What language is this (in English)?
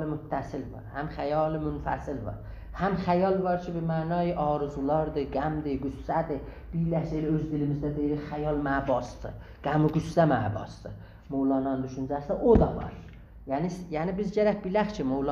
South Azerbaijani